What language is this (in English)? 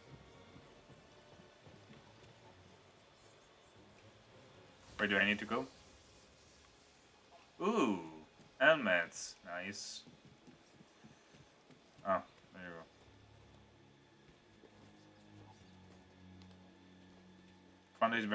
English